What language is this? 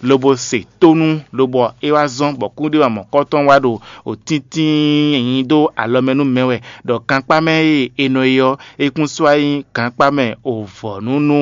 Fon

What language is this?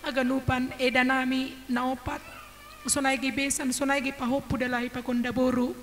Batak Simalungun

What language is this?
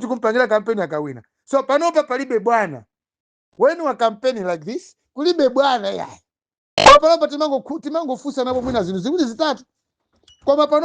Nyanja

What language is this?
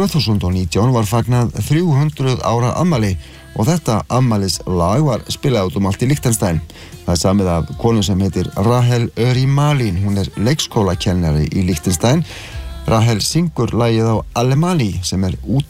Icelandic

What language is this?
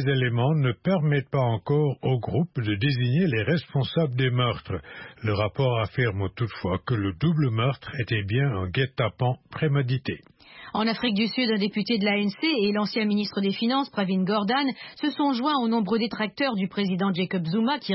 French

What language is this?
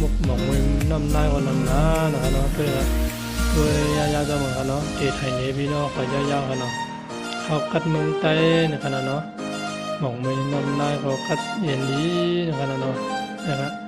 Shan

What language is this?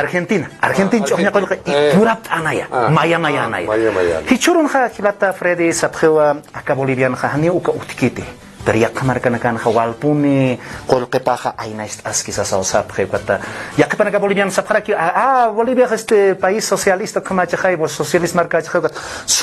Aymara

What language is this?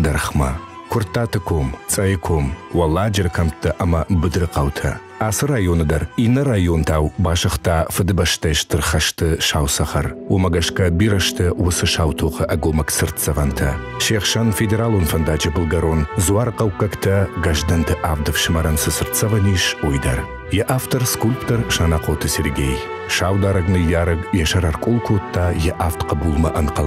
Ossetic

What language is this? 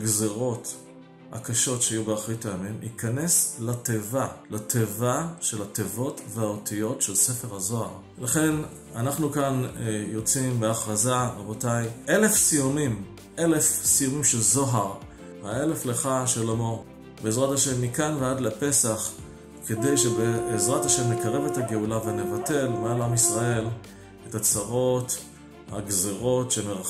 Hebrew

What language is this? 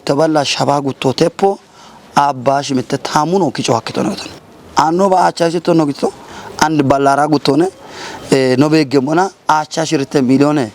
Kafa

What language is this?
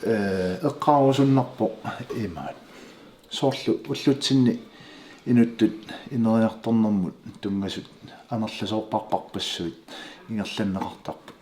Kalaallisut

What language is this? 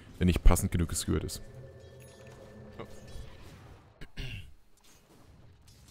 German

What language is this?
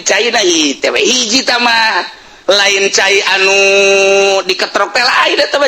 Sundanese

